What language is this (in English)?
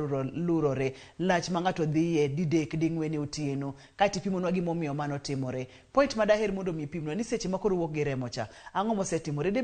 Luo (Kenya and Tanzania)